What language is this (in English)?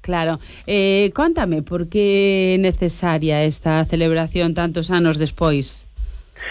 Galician